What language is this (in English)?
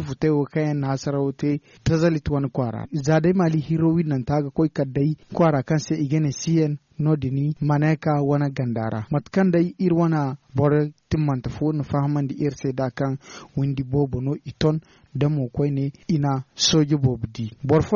Zarma